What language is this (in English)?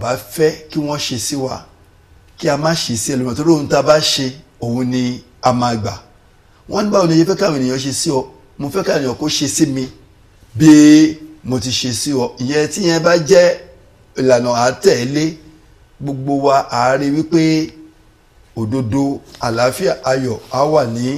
Yoruba